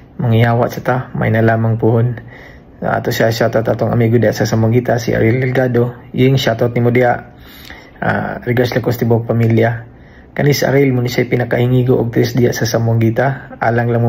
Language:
Cebuano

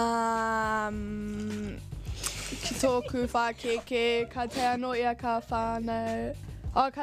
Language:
Māori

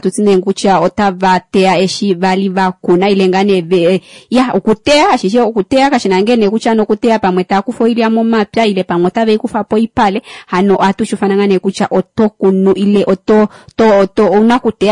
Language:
Kuanyama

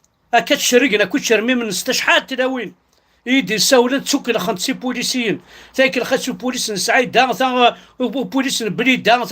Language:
Kabyle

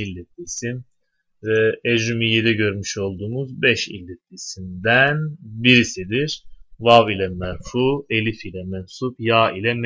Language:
Turkish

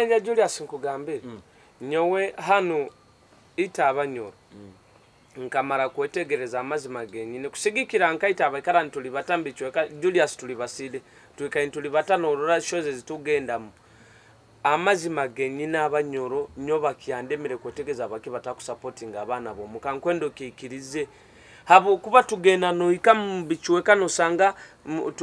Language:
Nyoro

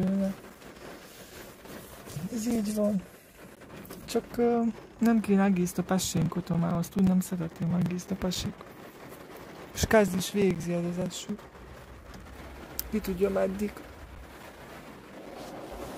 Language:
Hungarian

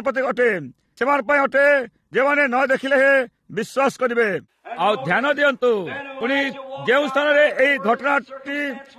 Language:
Odia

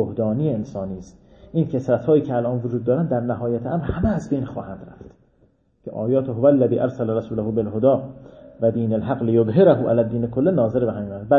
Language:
Persian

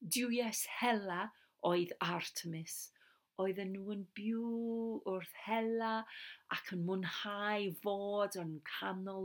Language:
Welsh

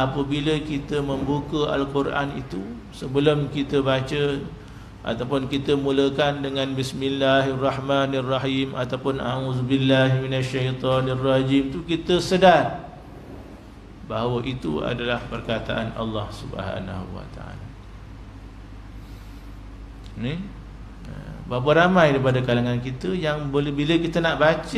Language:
Malay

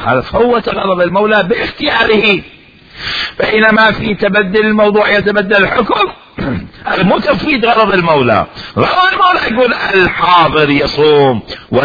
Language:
Mesopotamian Arabic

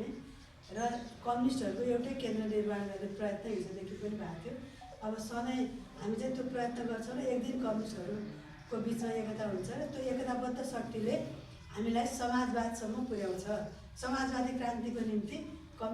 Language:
Nepali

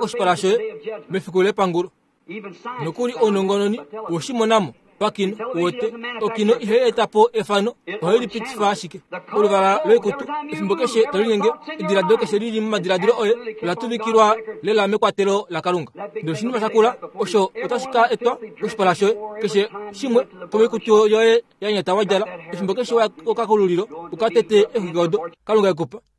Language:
Kuanyama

